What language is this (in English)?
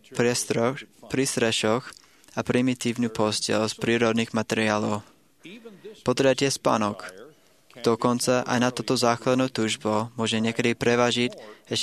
Slovak